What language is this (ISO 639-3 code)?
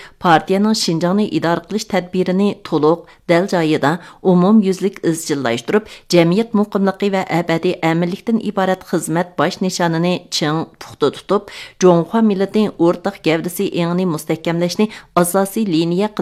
uig